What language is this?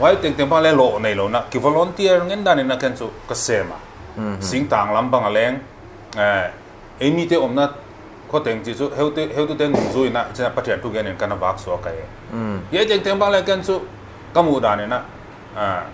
Paite Chin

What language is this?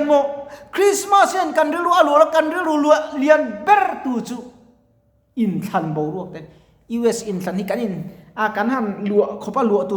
Mizo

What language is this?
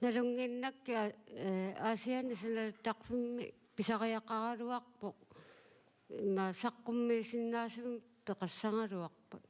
Kalaallisut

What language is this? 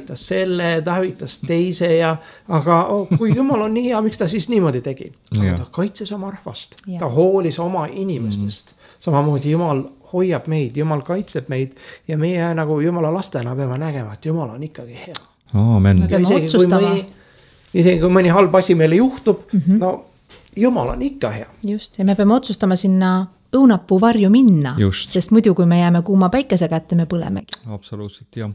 Estonian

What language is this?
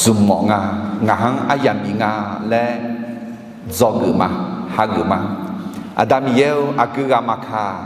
Akha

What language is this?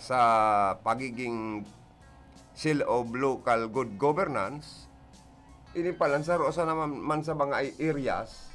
Bikol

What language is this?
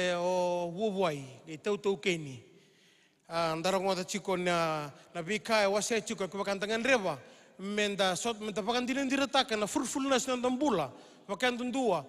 Fijian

